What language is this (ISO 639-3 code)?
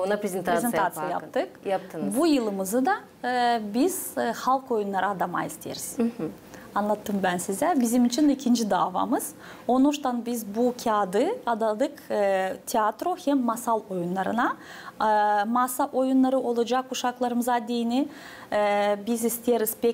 gag